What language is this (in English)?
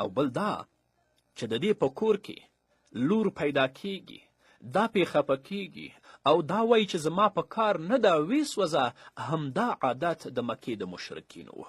Pashto